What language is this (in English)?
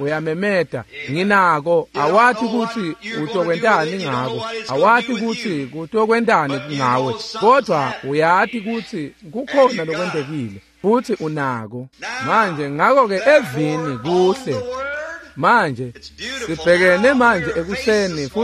Swati